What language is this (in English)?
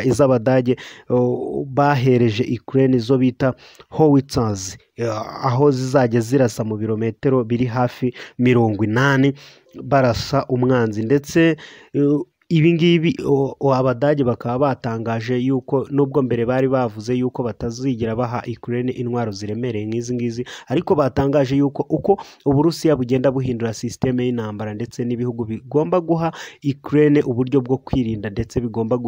Kinyarwanda